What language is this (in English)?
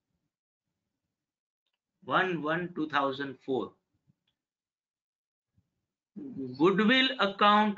Gujarati